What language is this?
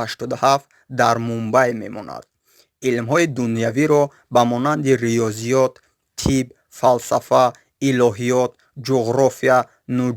Tajik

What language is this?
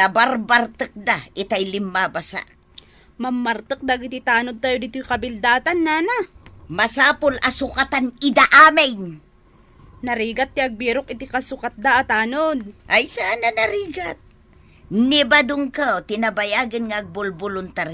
Iloko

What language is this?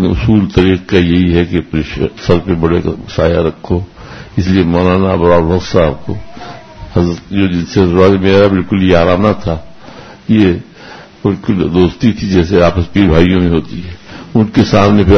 Urdu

